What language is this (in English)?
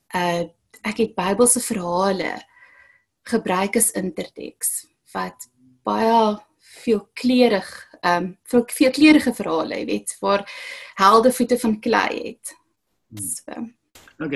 Afrikaans